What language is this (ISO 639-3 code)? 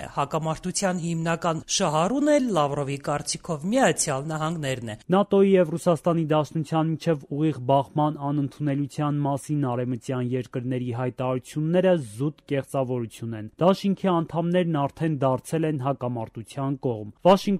hye